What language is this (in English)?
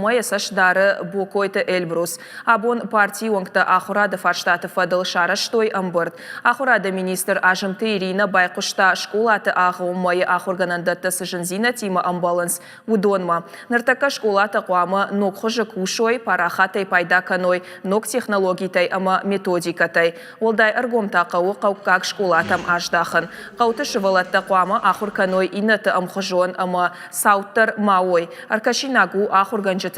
Ossetic